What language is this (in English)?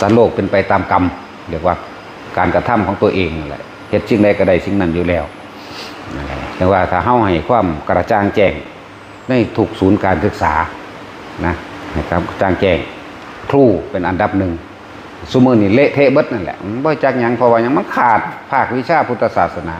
Northeastern Thai